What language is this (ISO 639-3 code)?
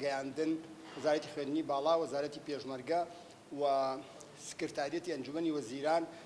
ckb